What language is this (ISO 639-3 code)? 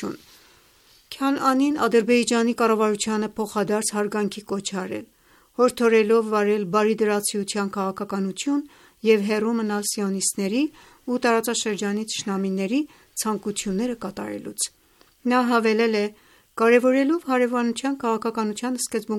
hye